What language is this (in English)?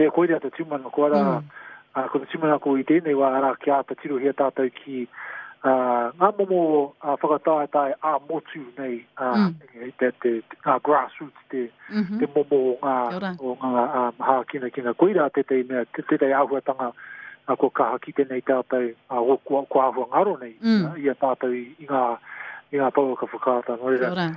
Māori